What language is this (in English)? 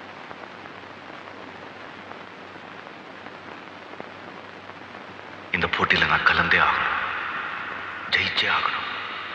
Tamil